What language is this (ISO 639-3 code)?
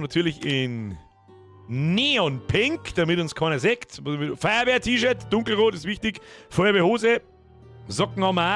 bar